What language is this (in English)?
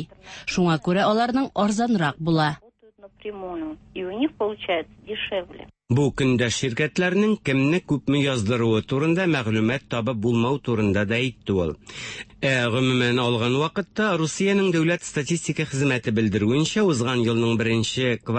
Tatar